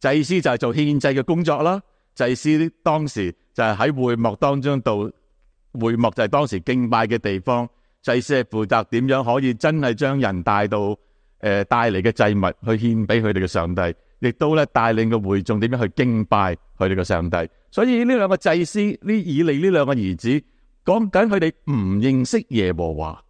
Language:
Cantonese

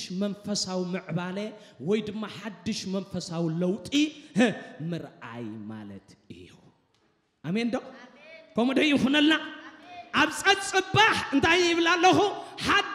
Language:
Tigrinya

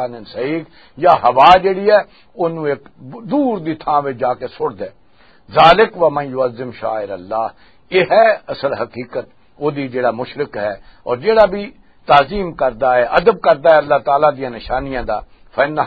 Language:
Western Panjabi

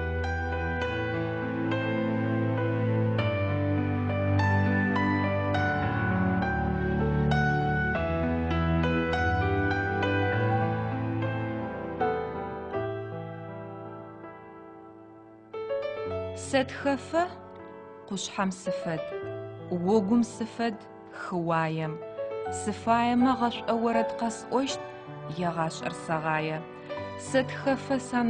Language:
Adyghe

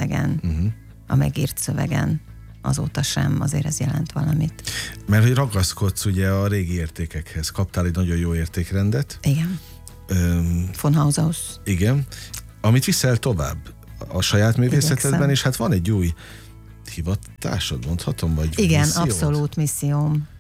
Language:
Hungarian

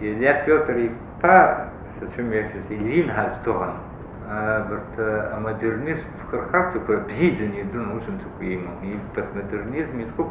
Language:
Abkhazian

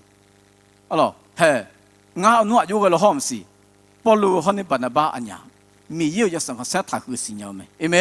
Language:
Akha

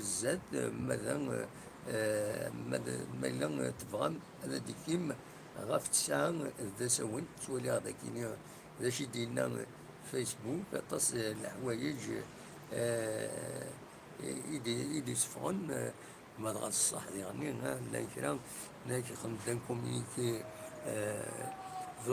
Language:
Kabyle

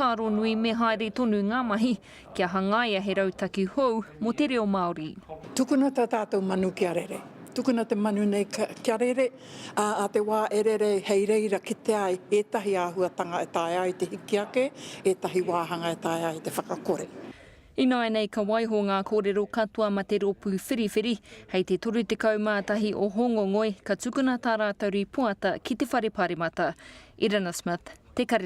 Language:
Māori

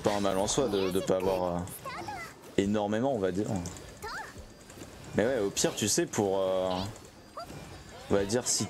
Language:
French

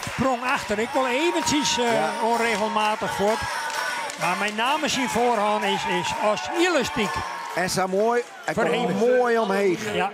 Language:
Western Frisian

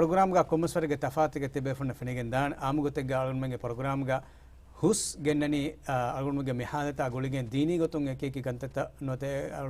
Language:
Divehi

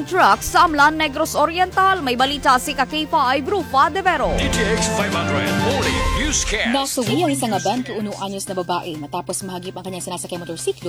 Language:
Filipino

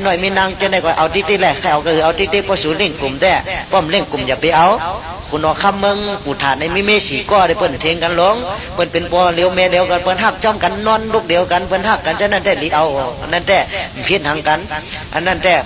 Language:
Shan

